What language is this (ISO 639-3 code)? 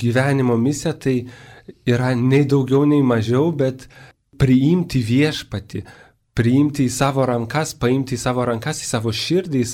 lit